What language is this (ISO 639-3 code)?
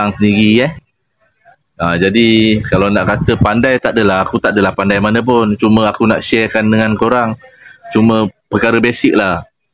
msa